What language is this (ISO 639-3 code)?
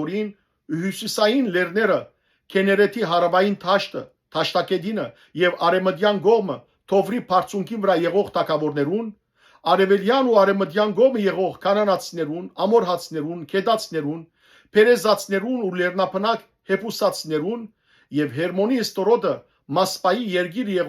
hyw